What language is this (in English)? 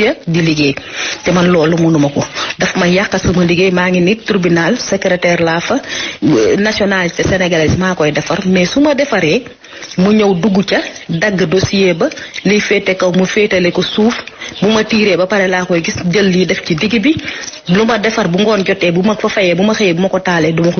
Wolof